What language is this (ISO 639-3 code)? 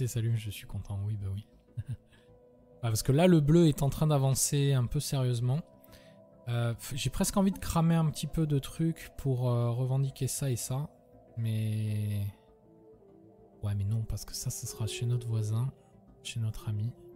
fra